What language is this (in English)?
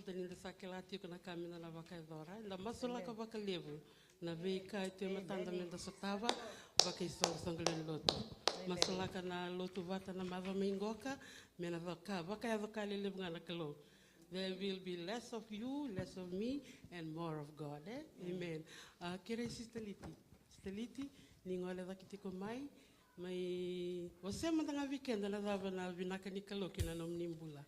Fijian